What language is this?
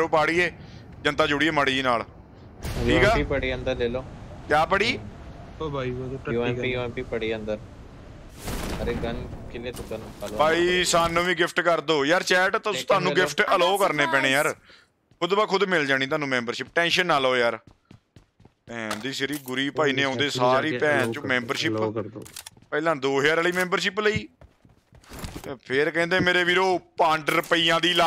Punjabi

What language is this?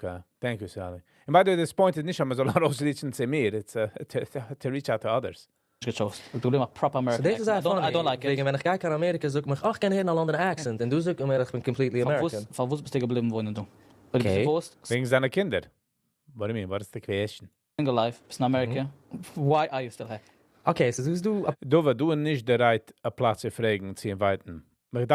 Yiddish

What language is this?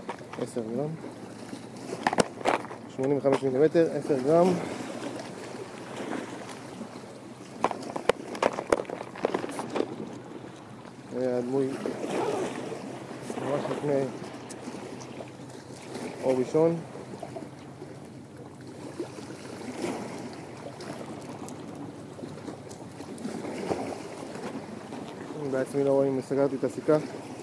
Hebrew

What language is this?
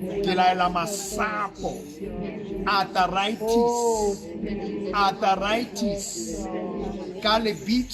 Southern Sotho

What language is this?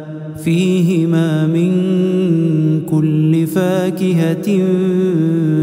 Arabic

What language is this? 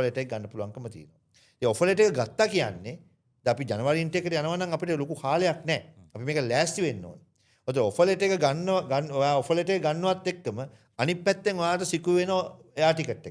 Sinhala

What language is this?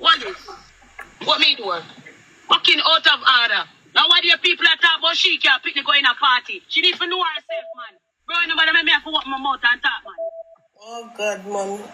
Jamaican Creole English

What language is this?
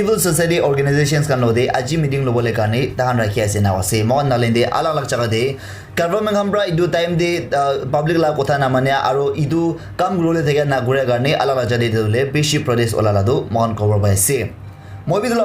Naga Pidgin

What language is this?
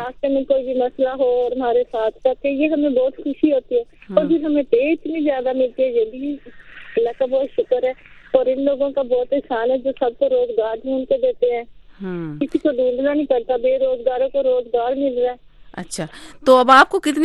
Urdu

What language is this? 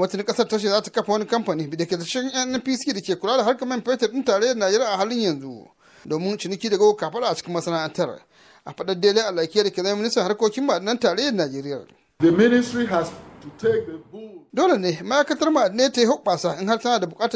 Hausa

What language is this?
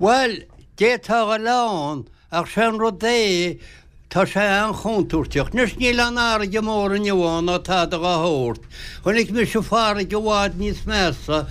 Irish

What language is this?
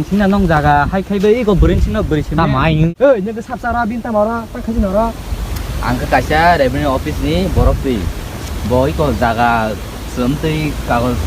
Kok Borok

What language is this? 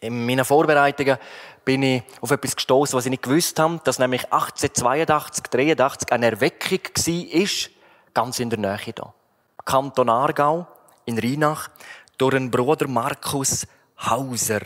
Swiss German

